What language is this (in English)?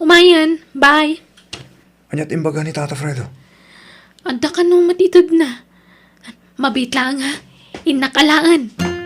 Iloko